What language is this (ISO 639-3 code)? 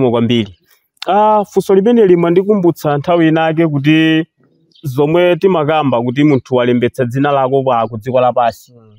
nya